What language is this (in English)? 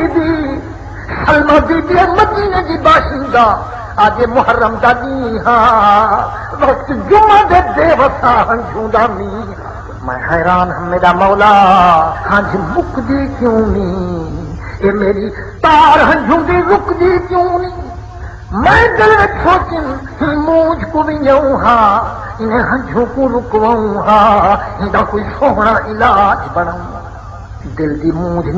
Saraiki